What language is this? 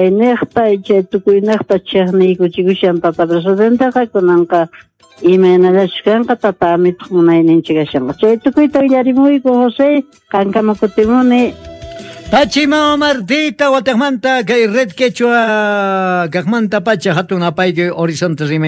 Quechua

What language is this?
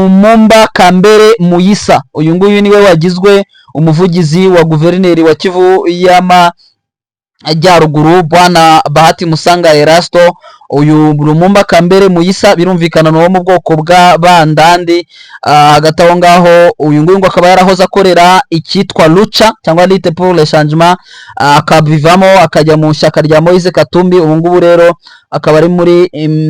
Kinyarwanda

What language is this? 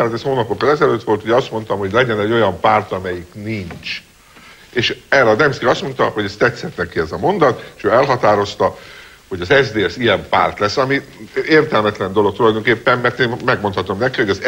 Hungarian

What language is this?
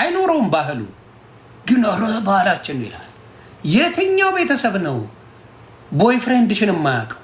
Amharic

